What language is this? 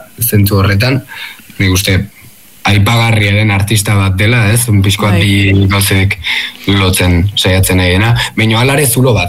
Basque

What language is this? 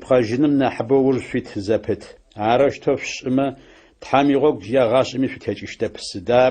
Adyghe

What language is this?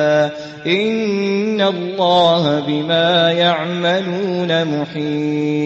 Maranao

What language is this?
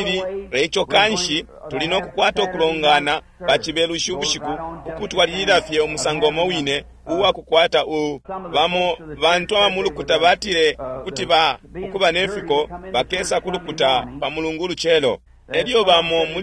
Bemba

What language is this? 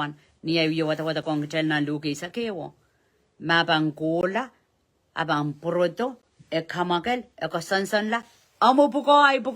Pohnpeian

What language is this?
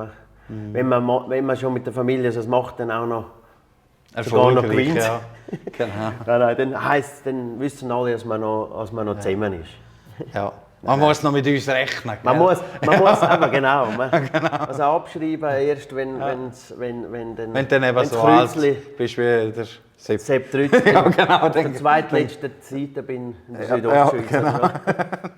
Swiss German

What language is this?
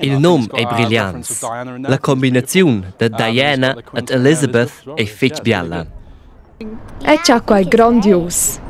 Romansh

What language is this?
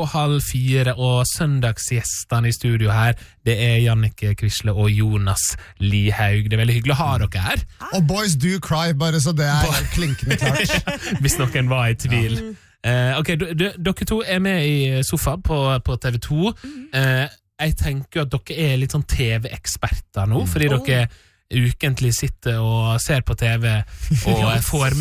Norwegian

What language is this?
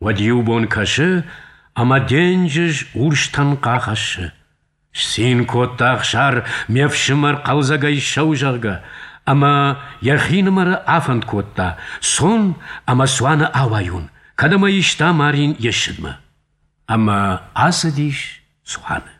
Ossetic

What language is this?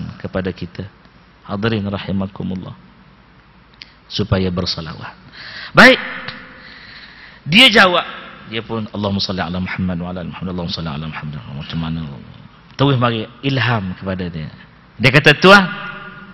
Malay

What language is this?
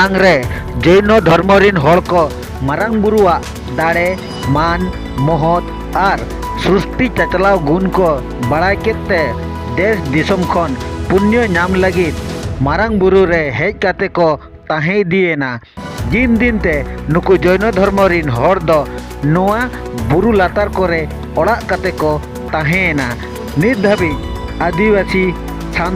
Santali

